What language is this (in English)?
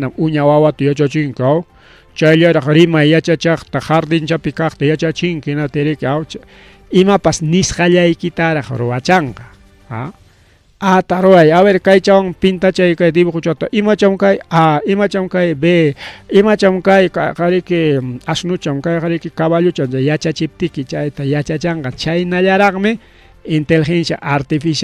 Ayacucho Quechua